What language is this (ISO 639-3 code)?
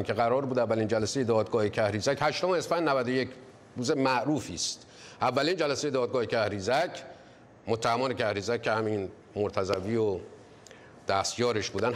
fas